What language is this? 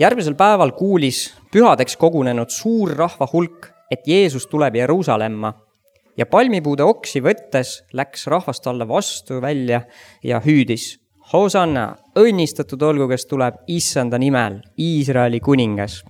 Estonian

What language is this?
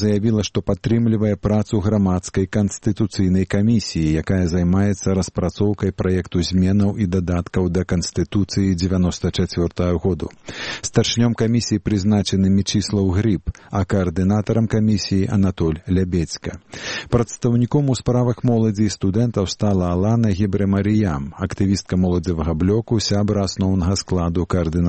Belarusian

